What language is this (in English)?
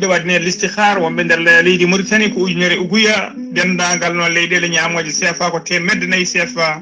Fula